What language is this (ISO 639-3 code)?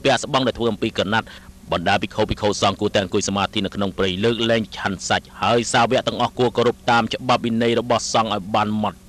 khm